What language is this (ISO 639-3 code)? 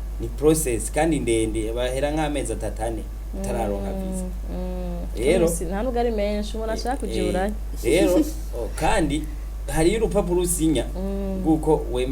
run